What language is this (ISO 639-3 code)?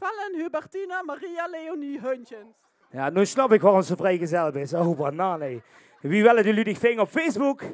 lim